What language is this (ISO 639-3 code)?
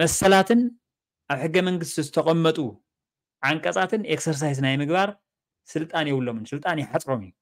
tir